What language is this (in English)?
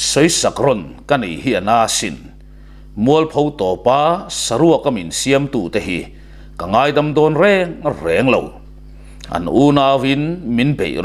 Mizo